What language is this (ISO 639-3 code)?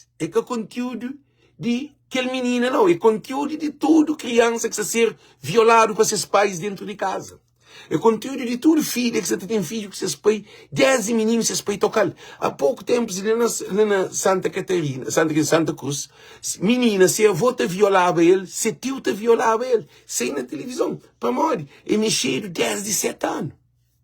kea